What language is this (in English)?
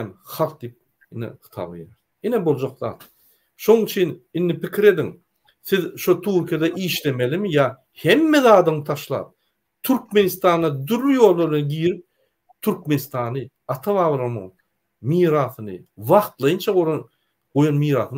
Turkmen